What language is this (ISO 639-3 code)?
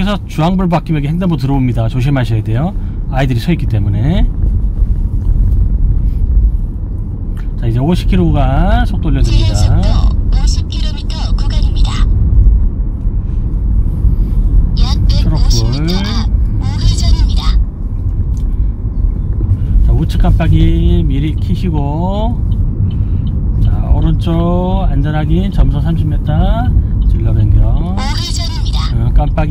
kor